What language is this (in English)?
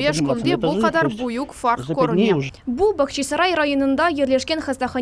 Crimean Tatar